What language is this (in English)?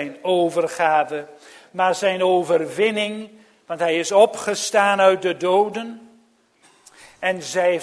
Dutch